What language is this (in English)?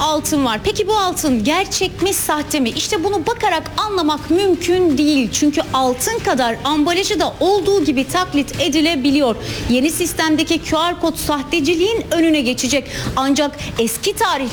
Turkish